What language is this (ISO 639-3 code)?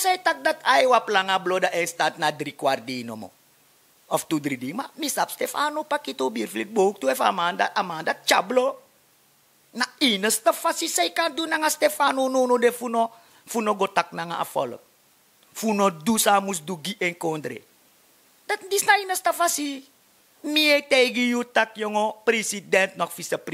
srn